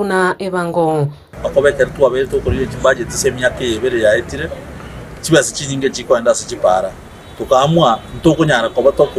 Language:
Gusii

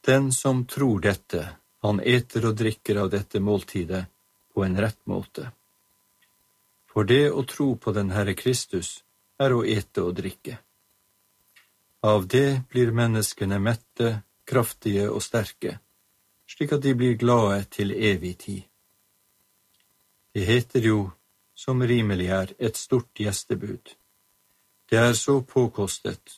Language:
Norwegian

